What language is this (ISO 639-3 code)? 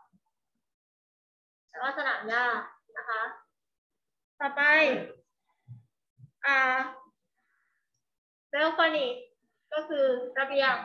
tha